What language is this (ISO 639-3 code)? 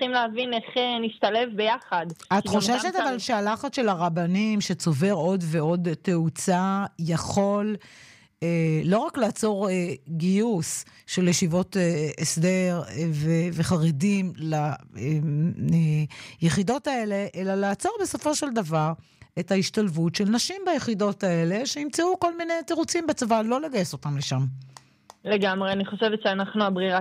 heb